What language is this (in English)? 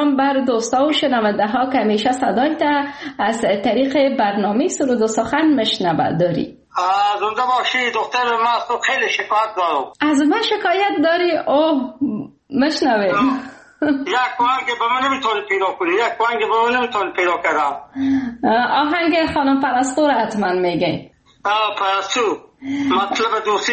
Persian